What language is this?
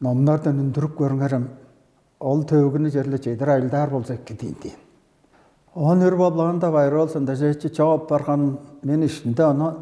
Tuvinian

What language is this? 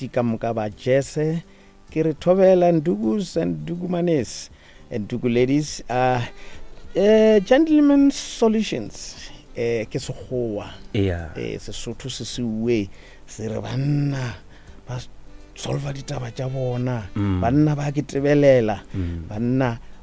Northern Sotho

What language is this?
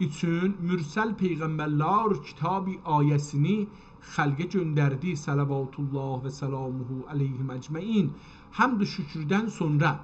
South Azerbaijani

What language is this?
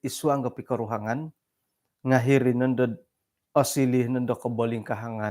Central Dusun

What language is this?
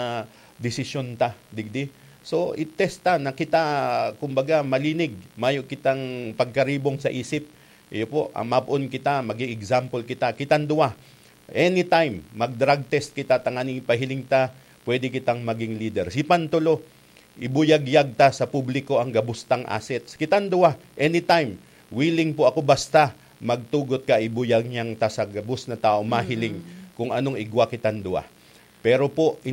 Bikol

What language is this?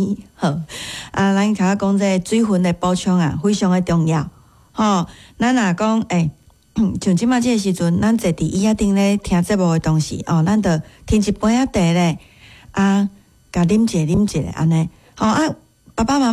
Min Nan Chinese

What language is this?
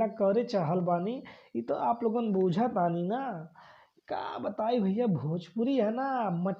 Bhojpuri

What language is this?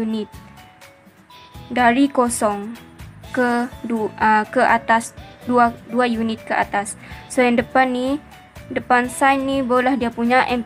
Malay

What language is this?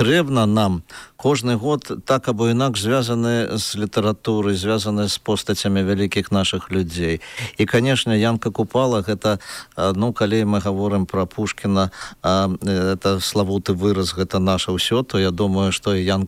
Belarusian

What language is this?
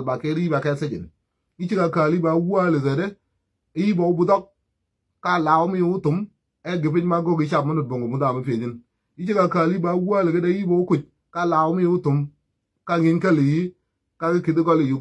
Nuer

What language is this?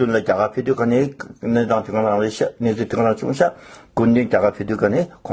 Tibetan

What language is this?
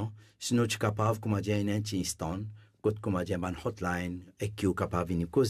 Morisyen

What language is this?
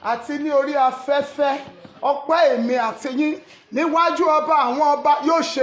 Yoruba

